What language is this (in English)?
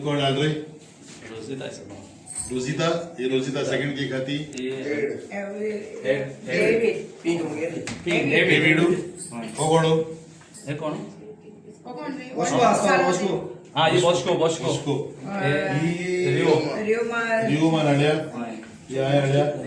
Konkani